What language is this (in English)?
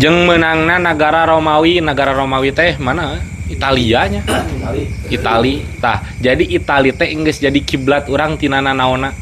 Sundanese